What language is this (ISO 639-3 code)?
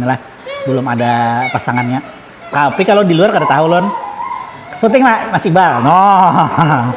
bjn